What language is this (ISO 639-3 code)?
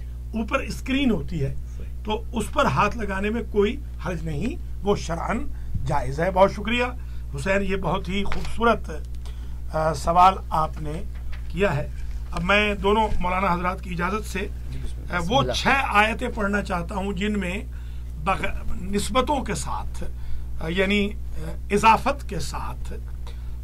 urd